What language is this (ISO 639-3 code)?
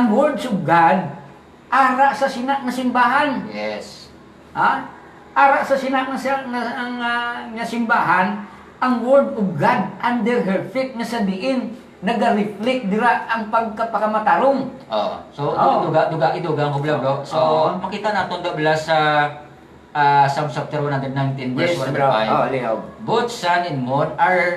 hil